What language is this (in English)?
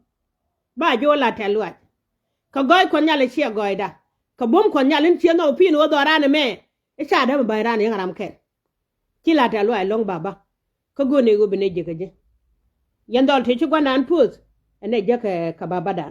Nuer